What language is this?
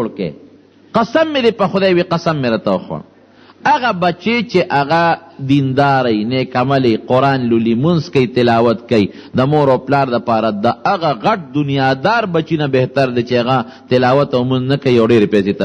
Pashto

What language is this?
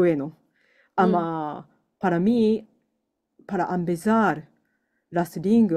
Ladino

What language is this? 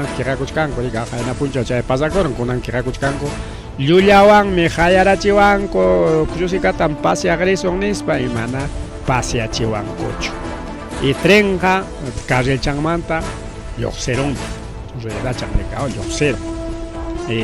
Ayacucho Quechua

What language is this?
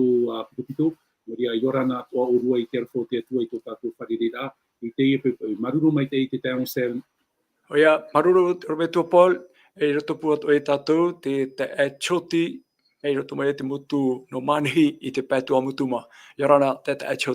Tahitian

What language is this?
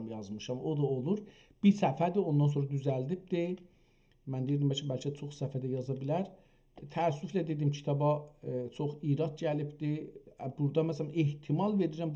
South Azerbaijani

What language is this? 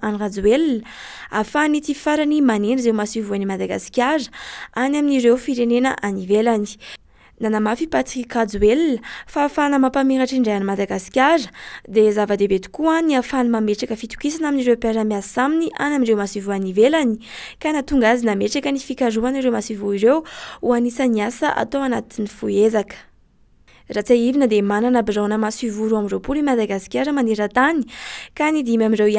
Malagasy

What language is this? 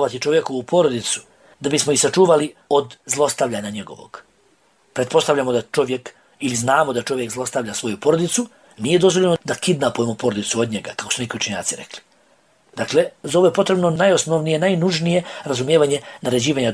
Bosnian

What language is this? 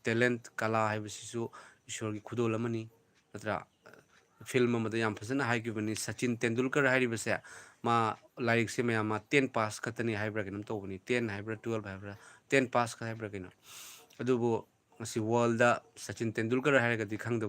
Manipuri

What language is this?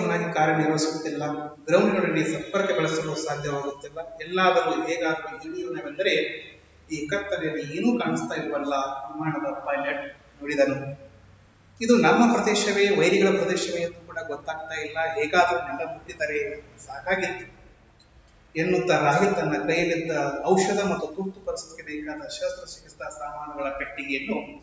Kannada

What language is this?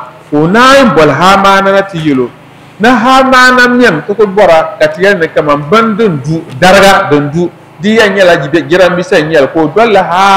Dagbani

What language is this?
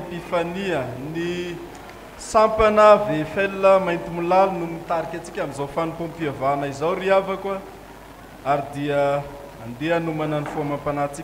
Malagasy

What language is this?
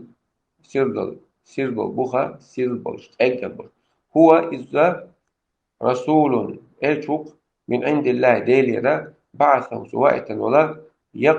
Chechen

